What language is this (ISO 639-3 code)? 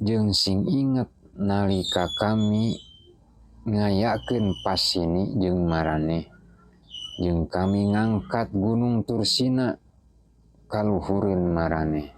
sun